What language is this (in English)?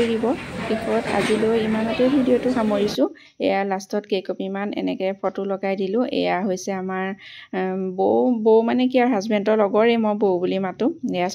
Assamese